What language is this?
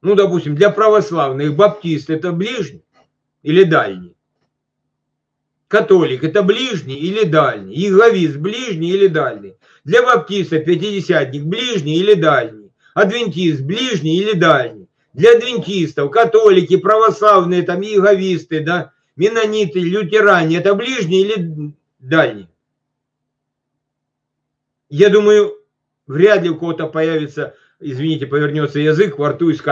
Russian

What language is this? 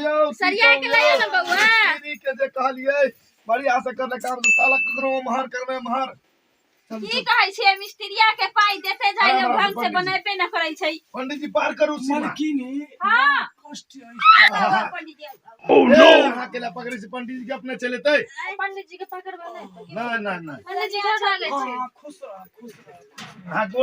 Maithili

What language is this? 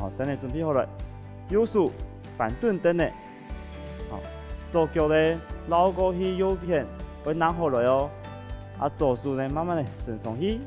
Hakka Chinese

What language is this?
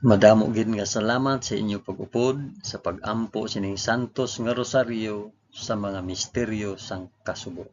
Hiligaynon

